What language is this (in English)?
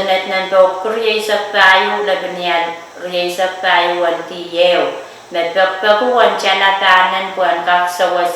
Pohnpeian